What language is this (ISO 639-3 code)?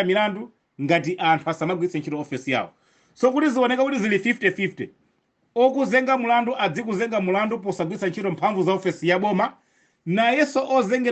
nya